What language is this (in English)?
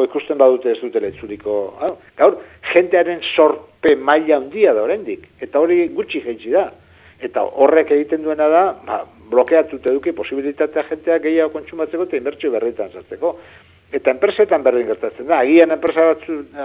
Basque